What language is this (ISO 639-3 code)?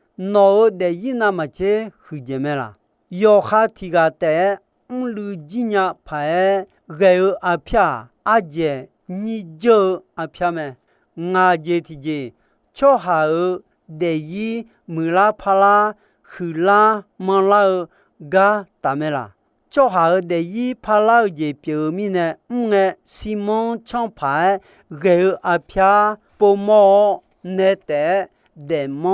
ahk